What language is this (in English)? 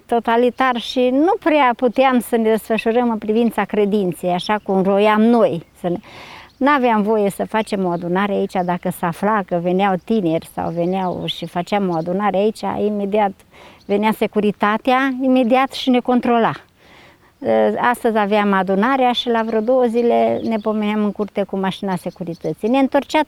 Romanian